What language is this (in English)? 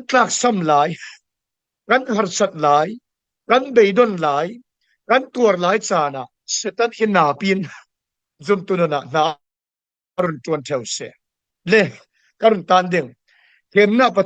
Falam Chin